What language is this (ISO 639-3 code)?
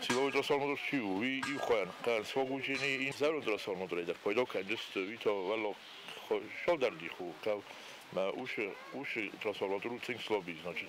oss